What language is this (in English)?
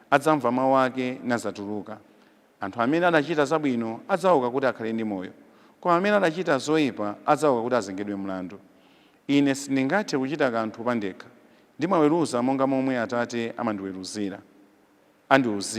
Nyanja